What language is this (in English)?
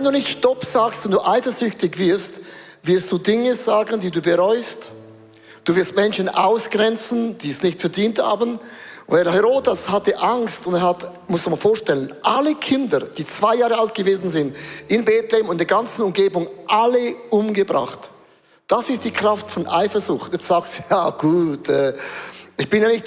Swiss German